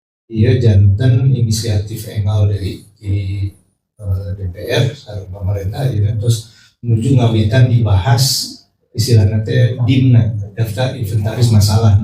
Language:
Sundanese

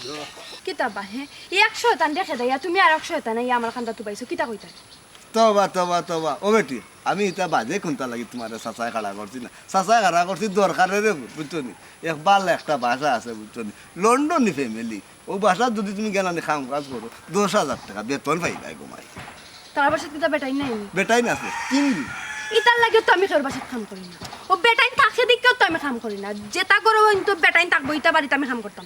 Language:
Sylheti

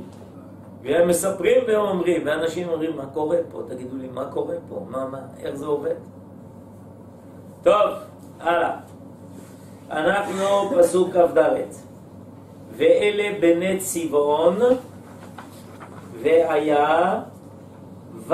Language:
Hebrew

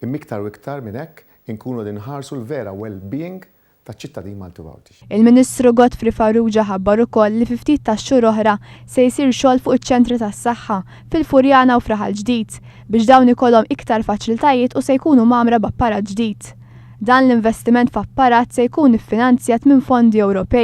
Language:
Maltese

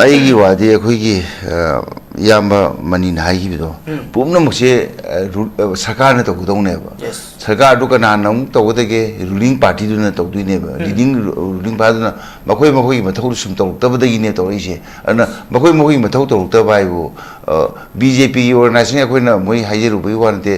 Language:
Manipuri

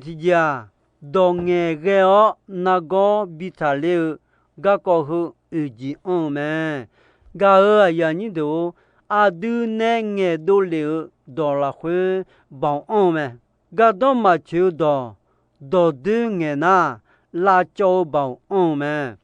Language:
Akha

